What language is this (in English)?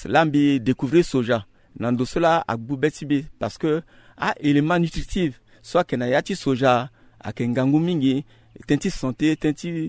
Sango